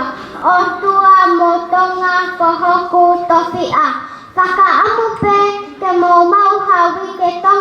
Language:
Tongan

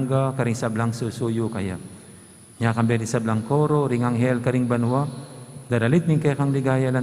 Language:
Pampanga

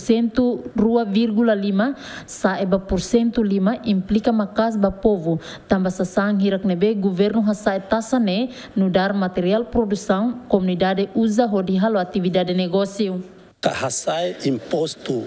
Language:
Tetum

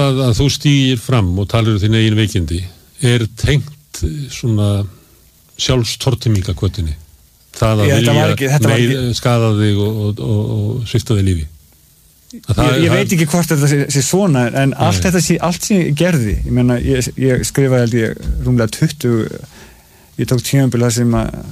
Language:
Icelandic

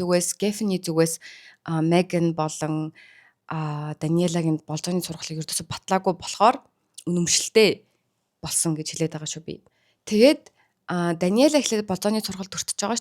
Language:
Mongolian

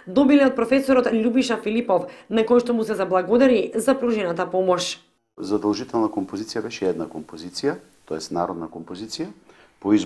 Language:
Macedonian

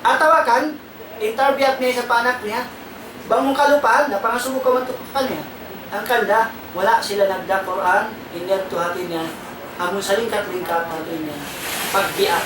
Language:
Tausug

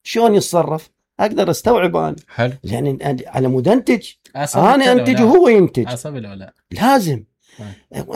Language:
Mesopotamian Arabic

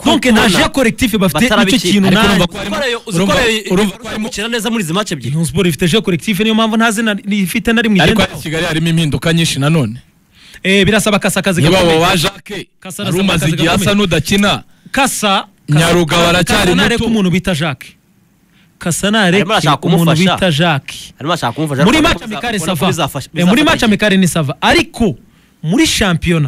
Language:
Kinyarwanda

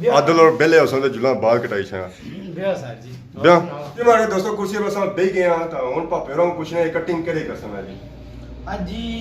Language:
Pahari-Potwari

